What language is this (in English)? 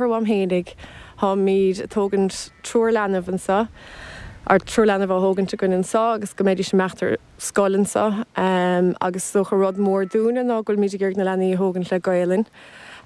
Irish